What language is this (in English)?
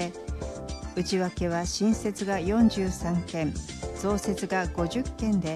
Japanese